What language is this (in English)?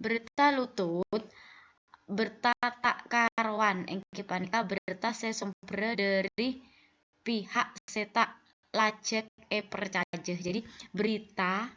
Madurese